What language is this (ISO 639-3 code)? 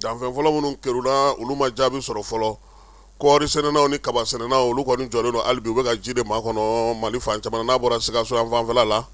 bam